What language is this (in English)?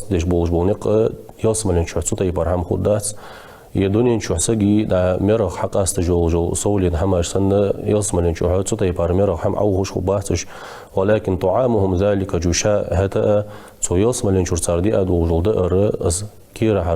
Ingush